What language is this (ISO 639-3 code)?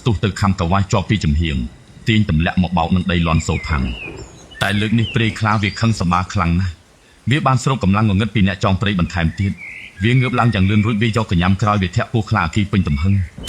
khm